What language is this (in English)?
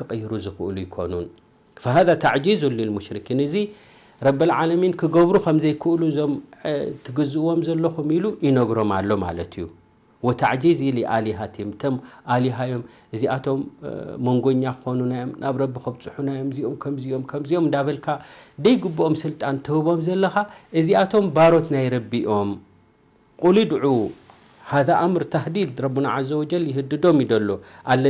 Tigrinya